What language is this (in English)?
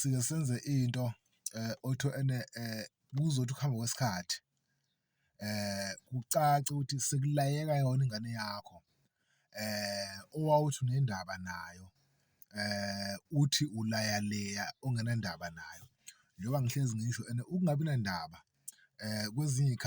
Zulu